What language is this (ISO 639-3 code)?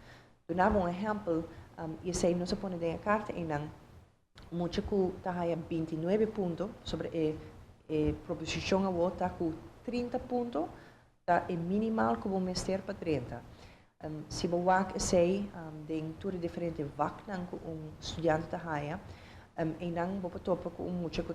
pap